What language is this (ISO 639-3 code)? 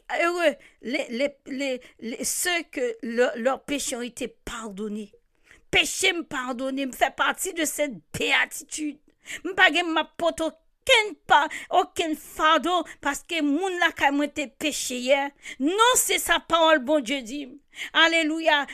fra